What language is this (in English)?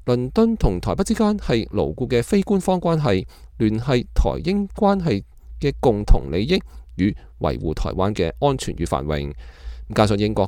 Cantonese